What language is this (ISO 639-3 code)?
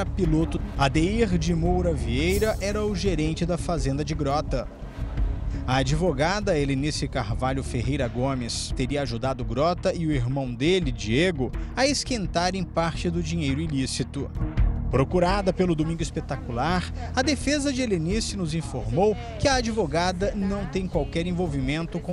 por